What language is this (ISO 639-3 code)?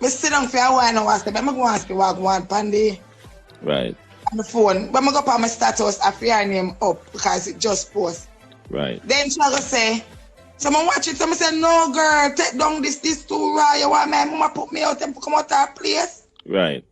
jam